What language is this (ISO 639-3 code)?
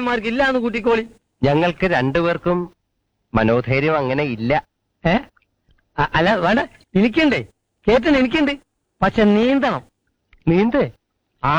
mal